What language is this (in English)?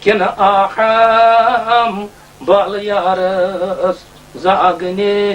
Kashmiri